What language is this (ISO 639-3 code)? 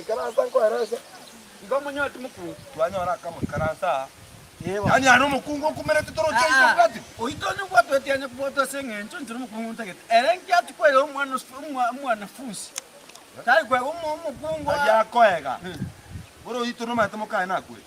guz